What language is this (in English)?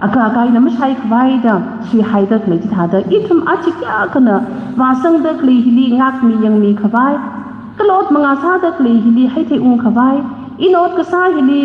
Tangkhul Naga (India)